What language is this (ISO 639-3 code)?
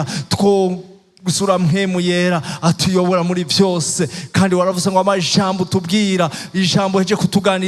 run